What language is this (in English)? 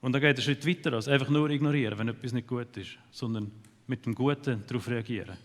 Swiss German